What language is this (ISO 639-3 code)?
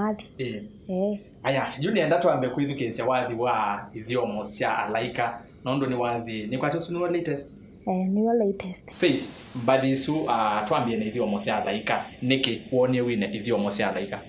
kam